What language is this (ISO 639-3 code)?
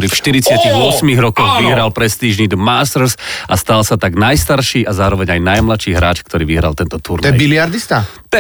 slk